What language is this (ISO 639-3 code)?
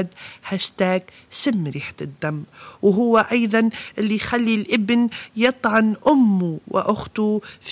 aeb